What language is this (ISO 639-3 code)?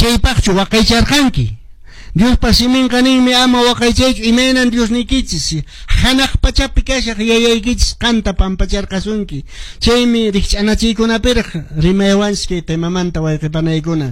que